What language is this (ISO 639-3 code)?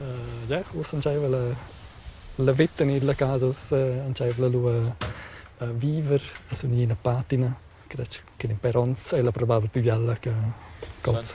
roh